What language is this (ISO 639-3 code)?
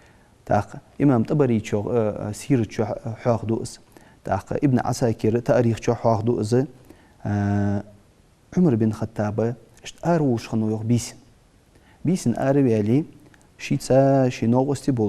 inh